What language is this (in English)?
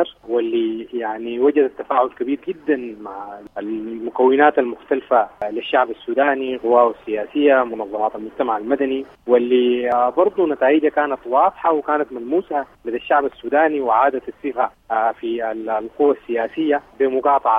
Sudanese Arabic